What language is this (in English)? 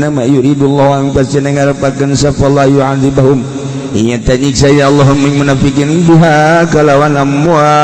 Sundanese